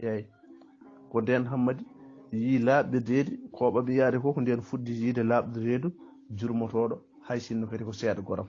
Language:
Fula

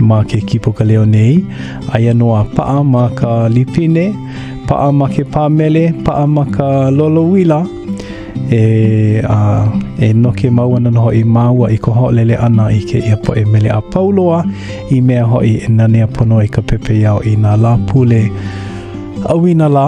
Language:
Hawaiian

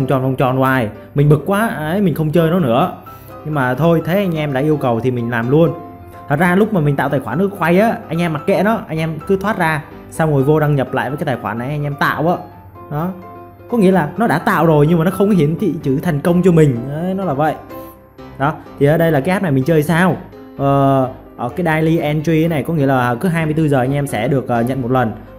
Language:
Vietnamese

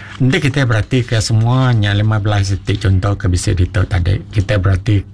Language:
Iban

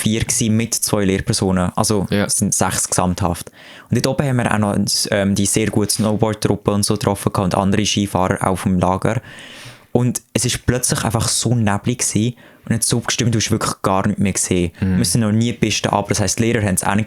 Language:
Swiss German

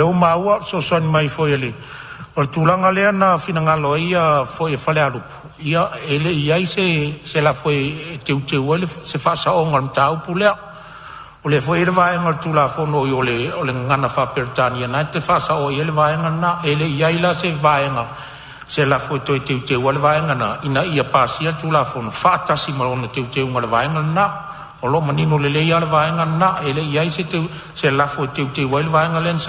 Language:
Samoan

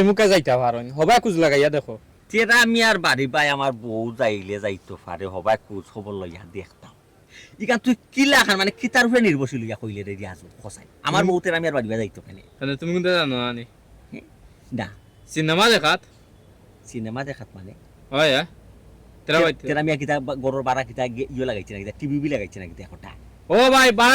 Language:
Sylheti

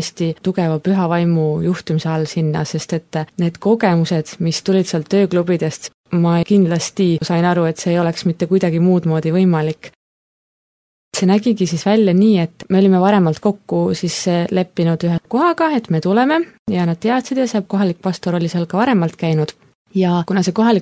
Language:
Estonian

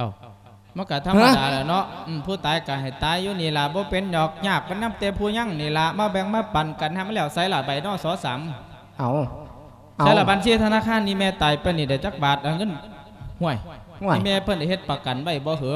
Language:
Lao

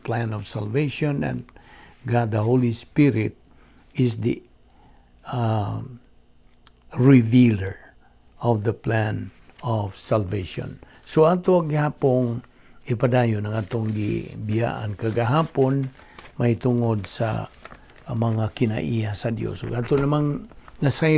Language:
Cebuano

